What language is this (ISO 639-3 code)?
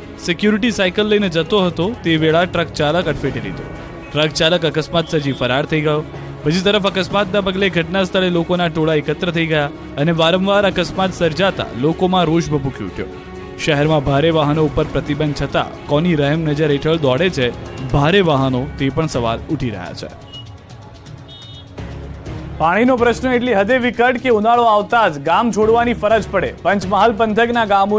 guj